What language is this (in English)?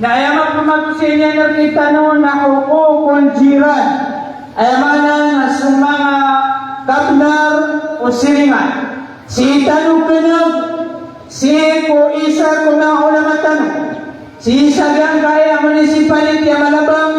Maranao